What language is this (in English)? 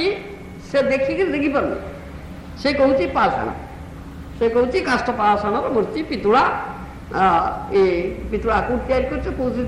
Odia